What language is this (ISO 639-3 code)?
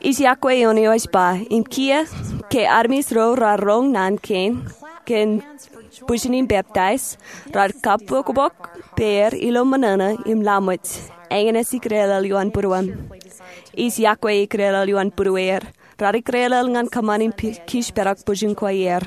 mah